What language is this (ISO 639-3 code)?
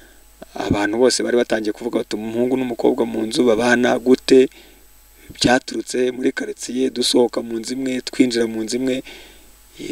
kin